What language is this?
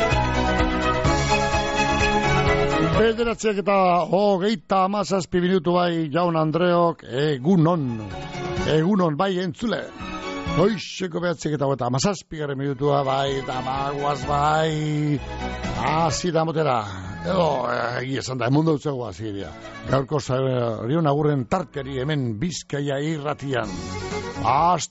Basque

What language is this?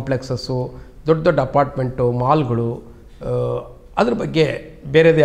Kannada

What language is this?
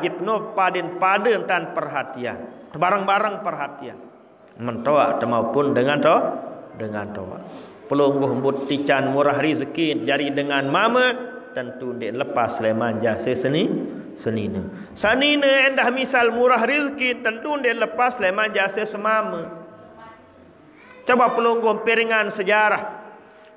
Sasak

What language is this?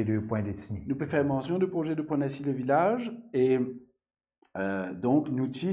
Morisyen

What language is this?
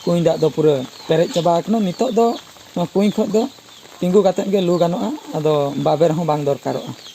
Santali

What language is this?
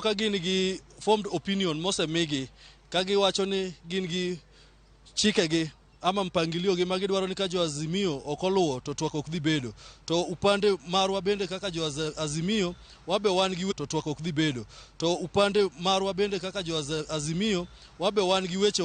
Luo (Kenya and Tanzania)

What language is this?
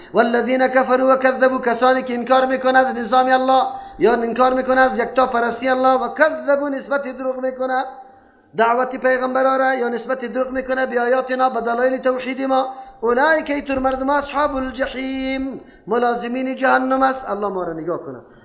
Persian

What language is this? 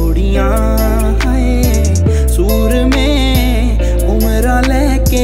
Punjabi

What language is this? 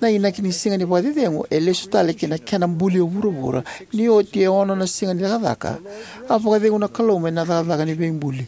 Fijian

